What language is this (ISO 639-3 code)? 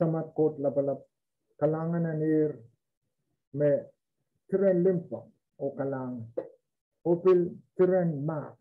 pon